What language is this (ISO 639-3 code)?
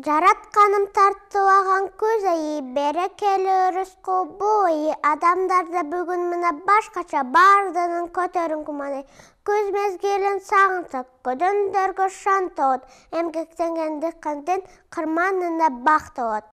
kir